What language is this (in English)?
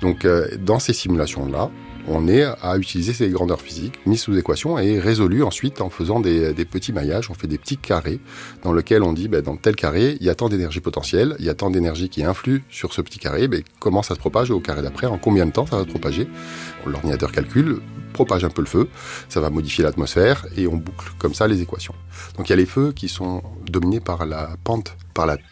French